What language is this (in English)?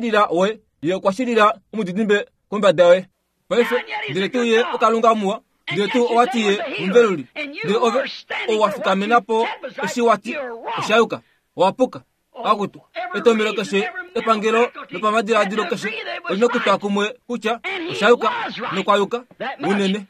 Kuanyama